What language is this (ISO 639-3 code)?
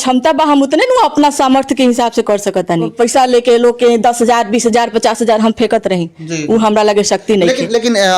bho